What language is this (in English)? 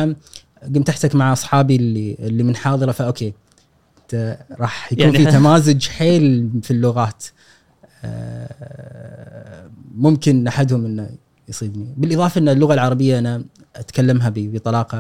Gulf Arabic